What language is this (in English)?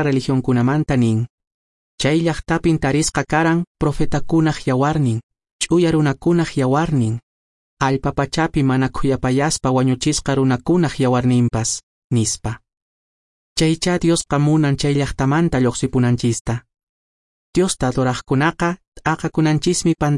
Quechua